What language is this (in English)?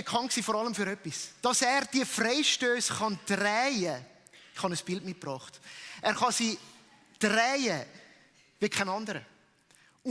Swiss German